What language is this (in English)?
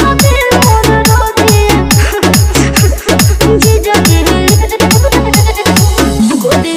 Bhojpuri